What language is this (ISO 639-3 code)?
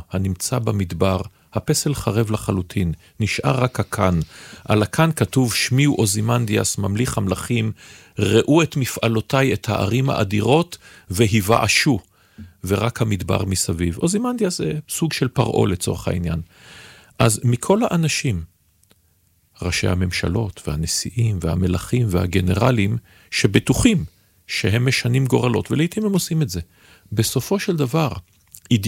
heb